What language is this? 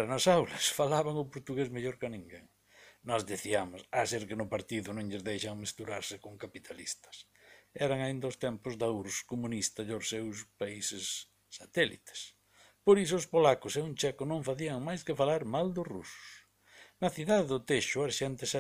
Galician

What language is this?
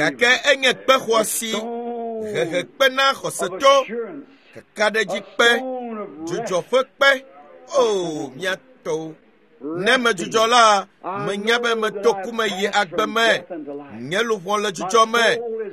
Ewe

